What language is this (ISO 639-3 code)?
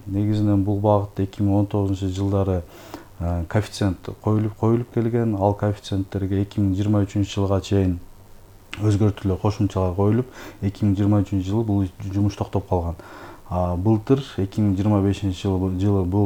kir